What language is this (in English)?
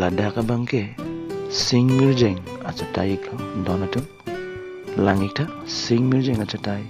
Karbi